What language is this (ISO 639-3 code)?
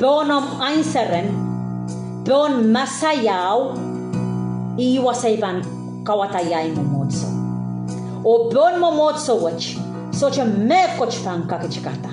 pon